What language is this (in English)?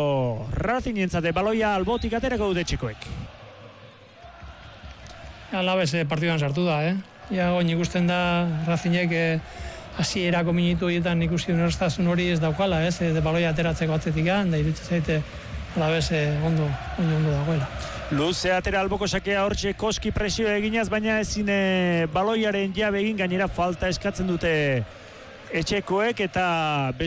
Basque